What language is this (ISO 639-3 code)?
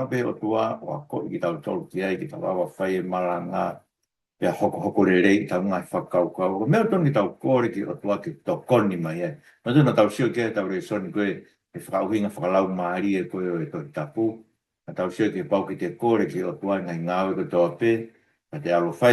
ton